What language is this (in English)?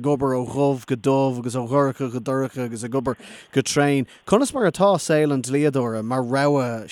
Irish